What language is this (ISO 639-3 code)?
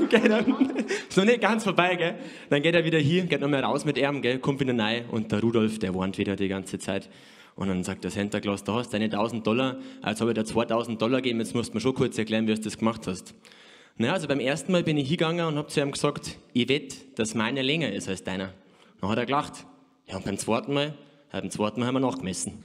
bar